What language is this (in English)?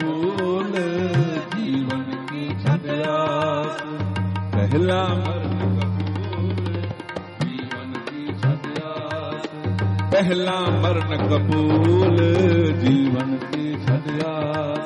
Punjabi